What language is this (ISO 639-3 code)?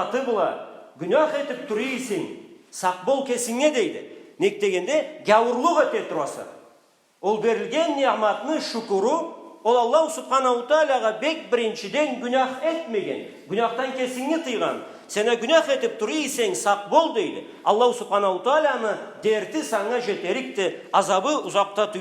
krc